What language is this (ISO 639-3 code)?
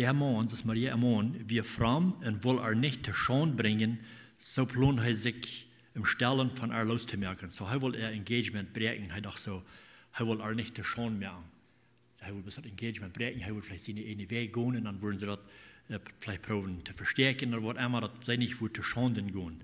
pdt